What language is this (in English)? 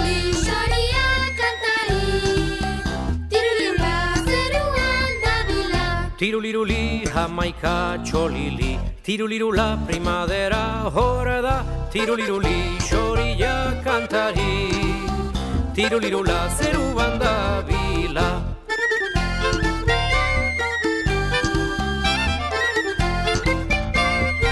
Basque